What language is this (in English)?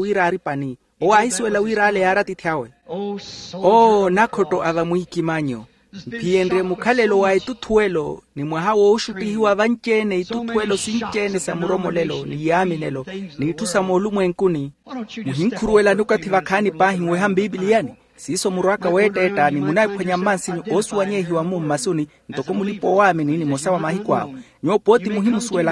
Makhuwa